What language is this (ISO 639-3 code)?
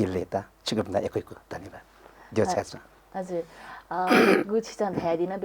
new